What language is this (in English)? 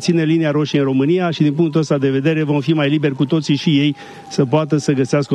Romanian